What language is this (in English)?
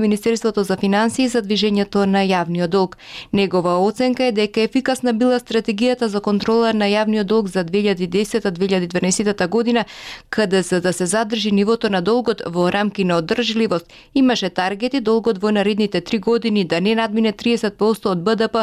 Macedonian